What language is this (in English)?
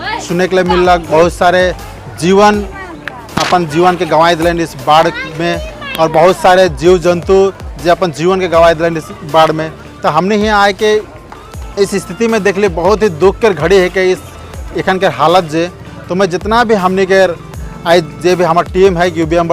Sadri